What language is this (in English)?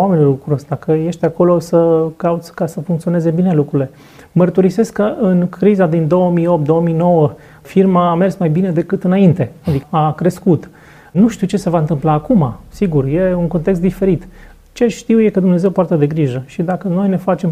Romanian